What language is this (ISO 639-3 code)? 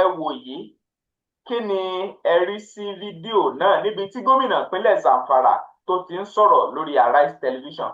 yor